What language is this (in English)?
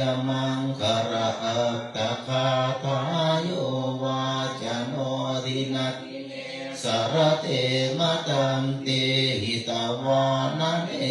Pali